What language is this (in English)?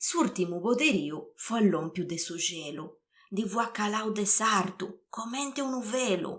Sardinian